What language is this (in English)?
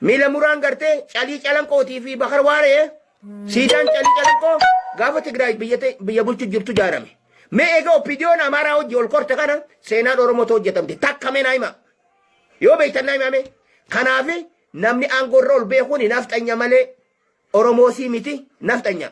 Oromo